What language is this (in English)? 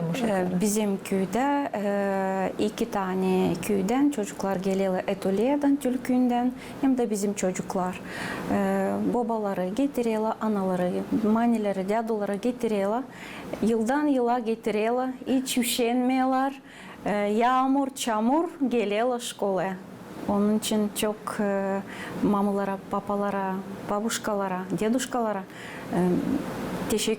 Gagauz